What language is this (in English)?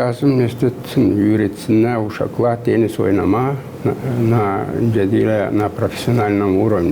Gagauz